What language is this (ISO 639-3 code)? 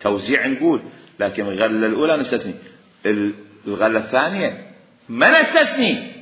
acm